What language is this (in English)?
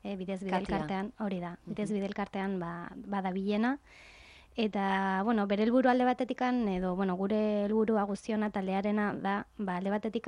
Basque